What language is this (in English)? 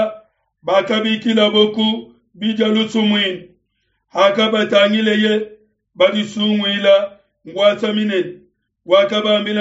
Luba-Lulua